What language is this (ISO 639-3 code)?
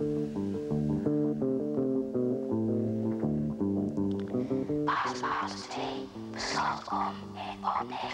nld